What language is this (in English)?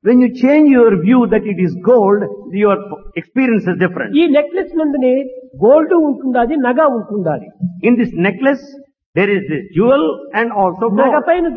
Telugu